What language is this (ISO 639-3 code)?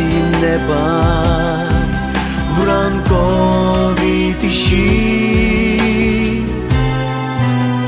ukr